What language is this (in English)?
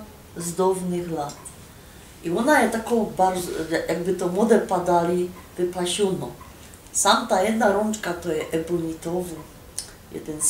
Silesian